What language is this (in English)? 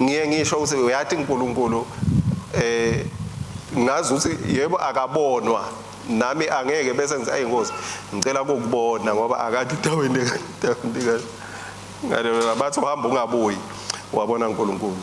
Swati